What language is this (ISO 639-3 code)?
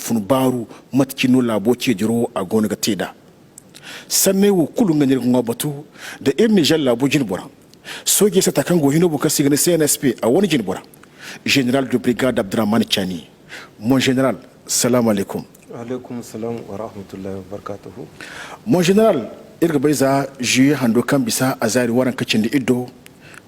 dje